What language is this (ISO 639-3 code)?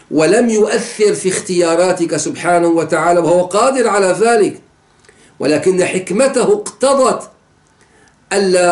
ara